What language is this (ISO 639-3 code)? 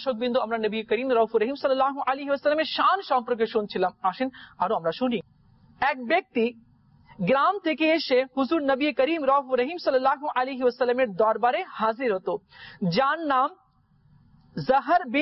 ben